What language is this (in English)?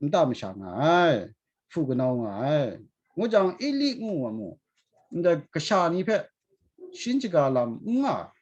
Kachin